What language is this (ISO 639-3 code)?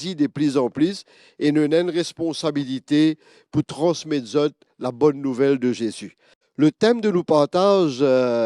mfe